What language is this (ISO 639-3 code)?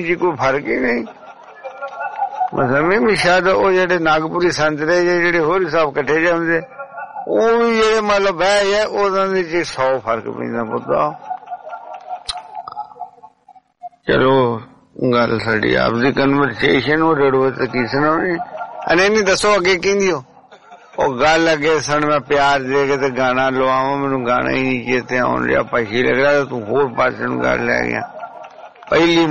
pan